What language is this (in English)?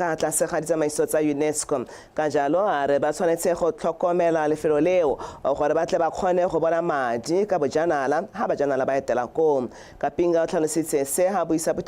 Tswana